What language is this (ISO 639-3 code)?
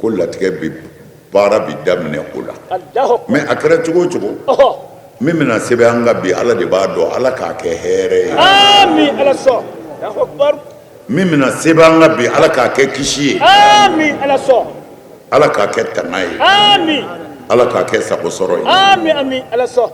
bam